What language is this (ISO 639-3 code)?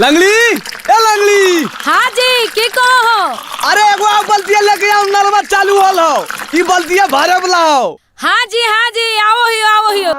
mag